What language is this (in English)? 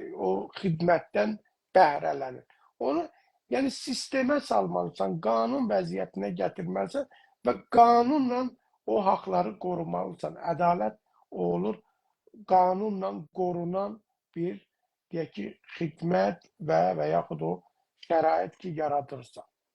South Azerbaijani